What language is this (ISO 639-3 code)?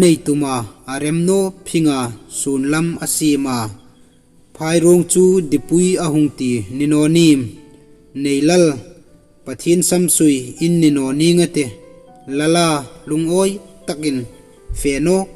hmr